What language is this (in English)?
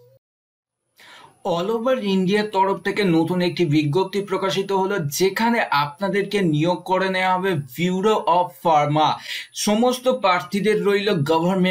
Bangla